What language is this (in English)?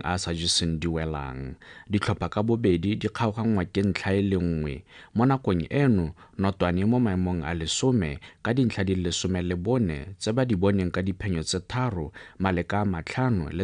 Tswana